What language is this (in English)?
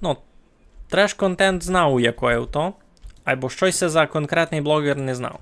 Rusyn